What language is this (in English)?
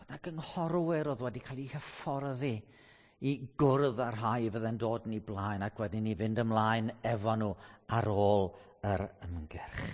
Welsh